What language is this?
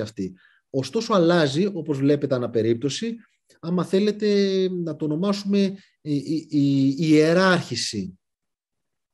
Greek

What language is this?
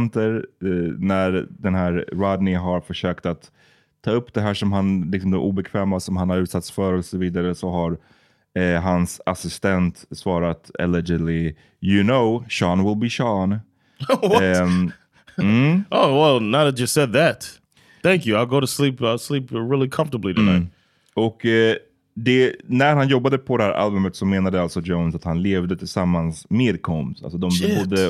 Swedish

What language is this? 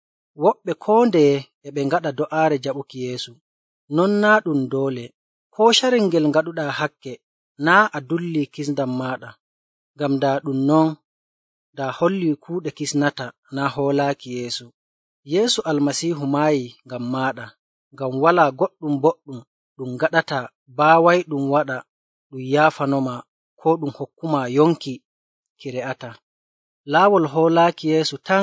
Nigerian Fulfulde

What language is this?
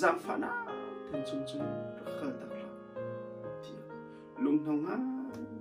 Hakha Chin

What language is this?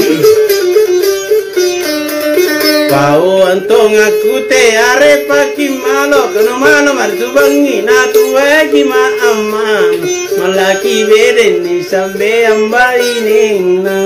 Makasar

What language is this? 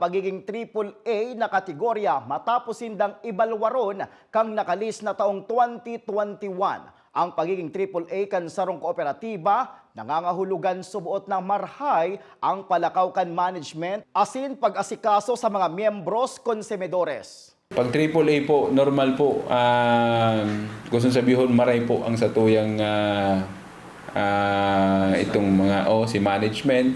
Bikol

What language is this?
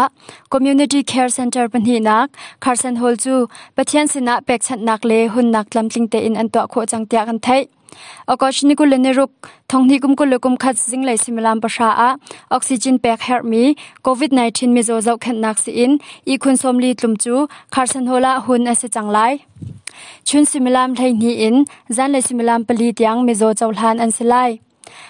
Hakha Chin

